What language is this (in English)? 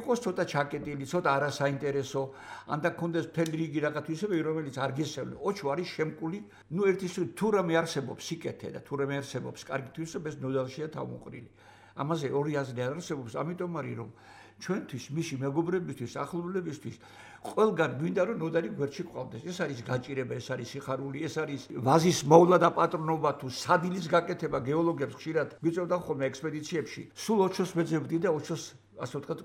Georgian